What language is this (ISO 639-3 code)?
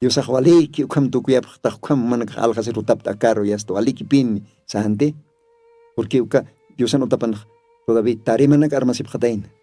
aym